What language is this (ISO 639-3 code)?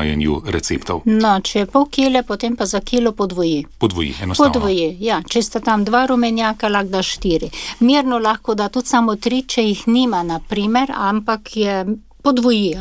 slv